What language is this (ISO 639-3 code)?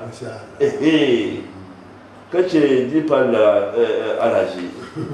dag